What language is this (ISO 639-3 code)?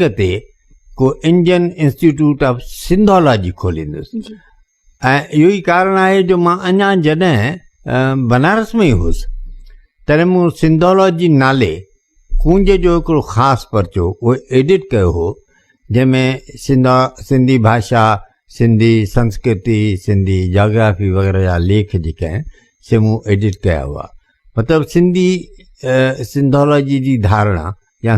snd